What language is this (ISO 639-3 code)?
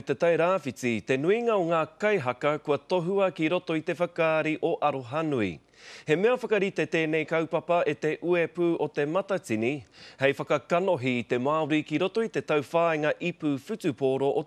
mri